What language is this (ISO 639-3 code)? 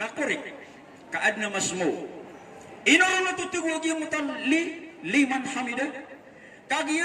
mrw